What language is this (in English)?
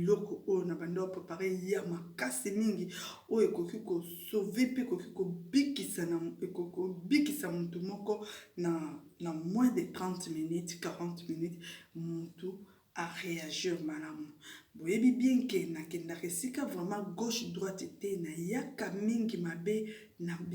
Lingala